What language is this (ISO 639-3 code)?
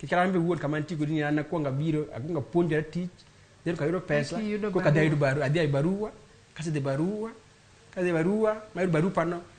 luo